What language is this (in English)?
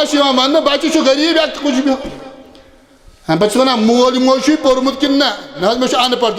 Kashmiri